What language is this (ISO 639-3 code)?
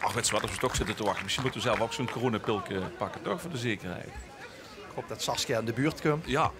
lim